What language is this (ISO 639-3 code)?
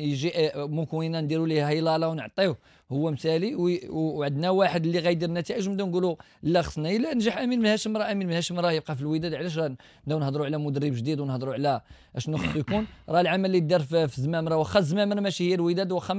ary